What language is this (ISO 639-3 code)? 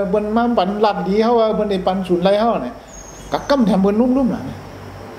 shn